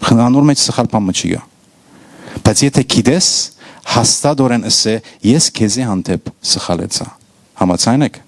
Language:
Western Armenian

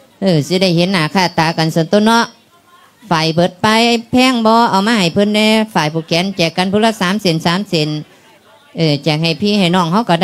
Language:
Lao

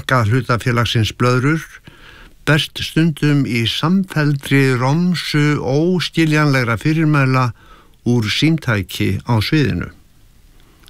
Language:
Icelandic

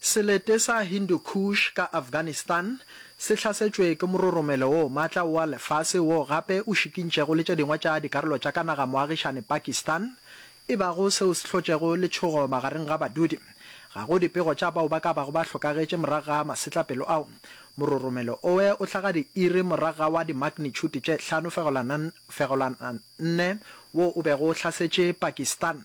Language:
Northern Sotho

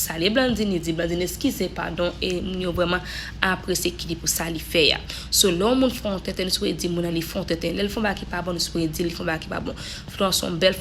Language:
Haitian Creole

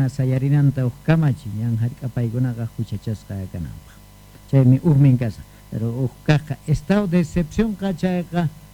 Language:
South Bolivian Quechua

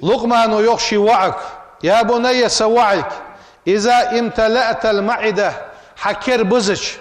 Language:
Ingush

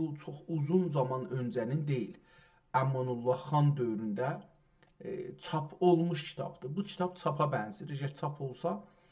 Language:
South Azerbaijani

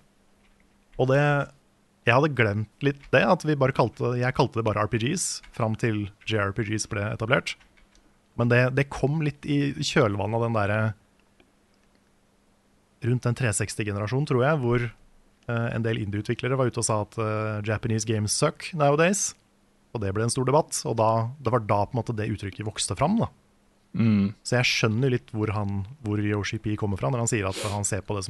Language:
Norwegian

